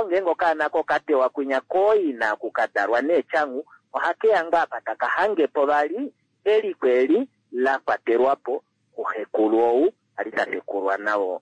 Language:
Kuanyama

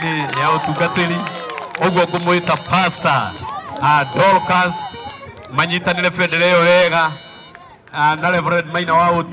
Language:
Kikuyu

